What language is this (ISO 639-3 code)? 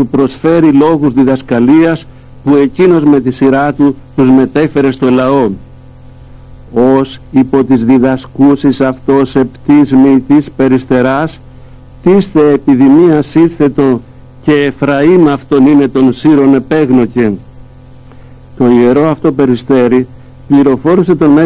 ell